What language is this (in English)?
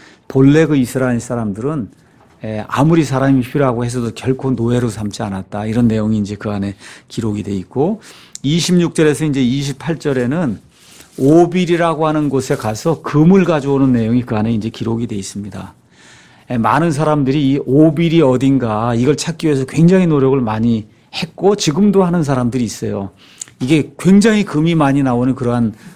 Korean